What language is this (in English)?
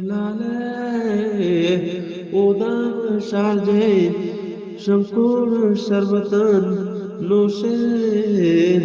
Eastern Balochi